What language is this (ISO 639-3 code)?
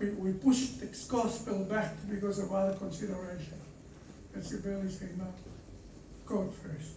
ton